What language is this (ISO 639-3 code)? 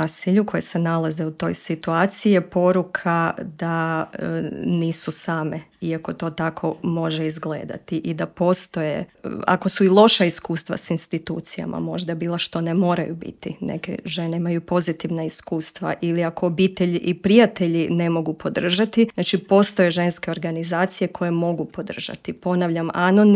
hrv